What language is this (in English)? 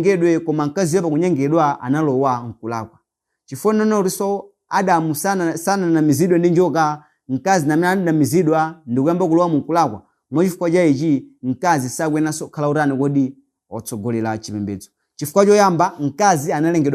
Nyanja